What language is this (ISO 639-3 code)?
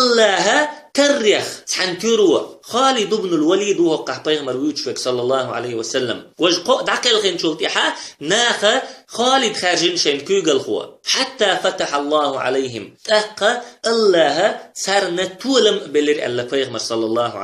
che